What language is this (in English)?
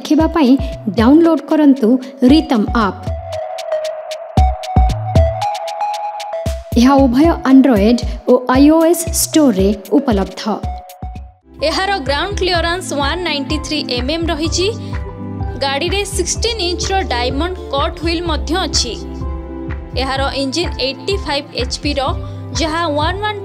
Odia